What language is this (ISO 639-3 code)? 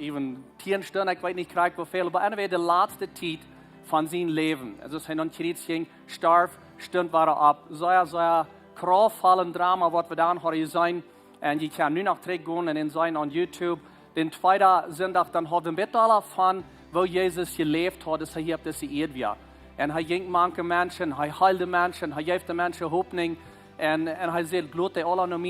pdt